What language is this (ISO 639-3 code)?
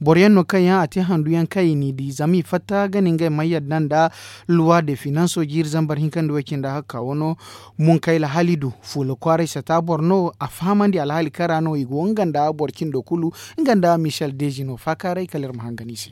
dje